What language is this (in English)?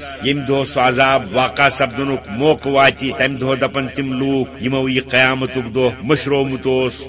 Kashmiri